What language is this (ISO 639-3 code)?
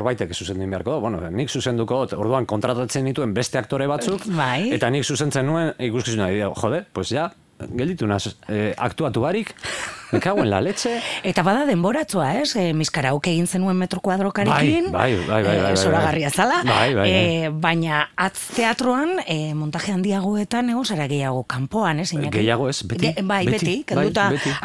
eus